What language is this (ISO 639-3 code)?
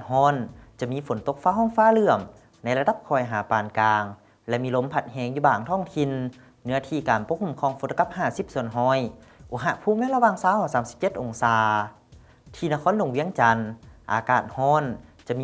lao